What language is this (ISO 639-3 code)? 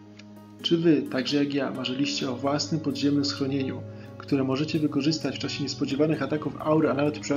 pol